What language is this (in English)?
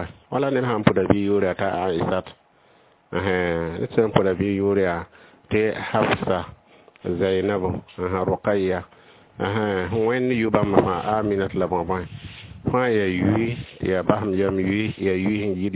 Mossi